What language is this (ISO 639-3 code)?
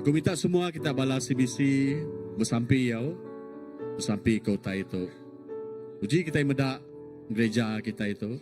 iba